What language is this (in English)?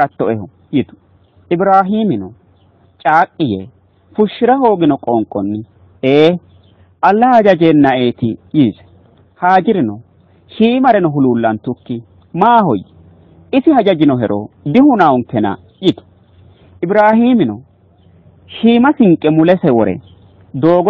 Sidamo